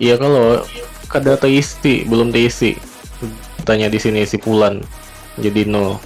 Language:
Banjar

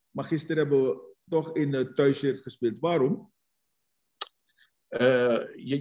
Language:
Dutch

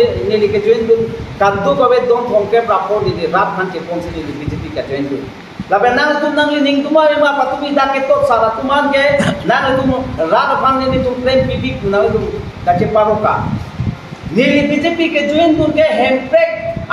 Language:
Karbi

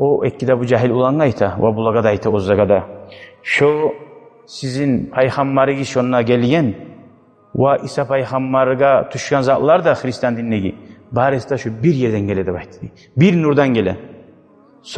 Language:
Kumyk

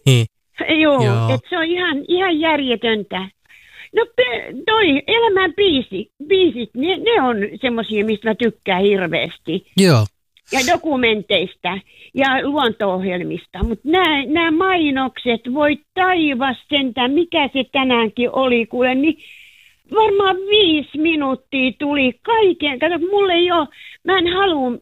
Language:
Finnish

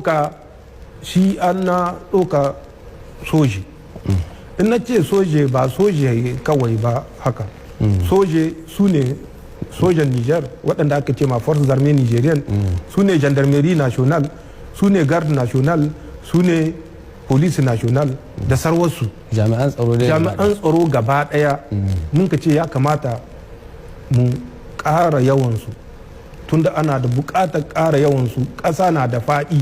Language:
Hausa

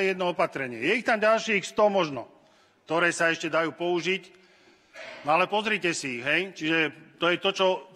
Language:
Slovak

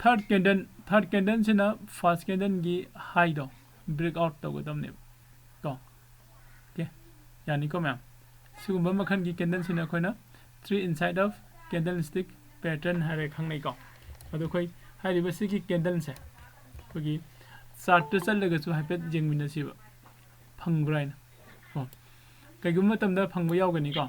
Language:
Manipuri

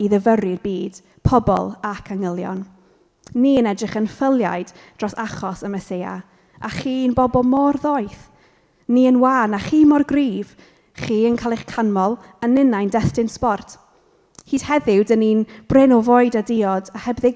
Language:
Welsh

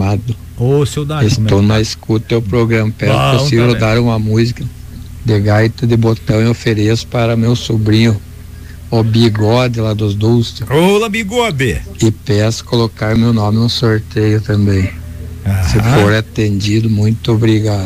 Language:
Portuguese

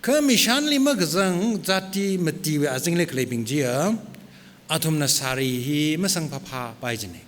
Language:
Tangkhul Naga (India)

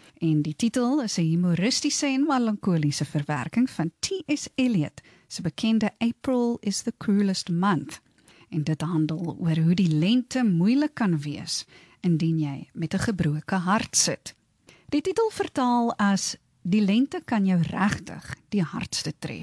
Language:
Afrikaans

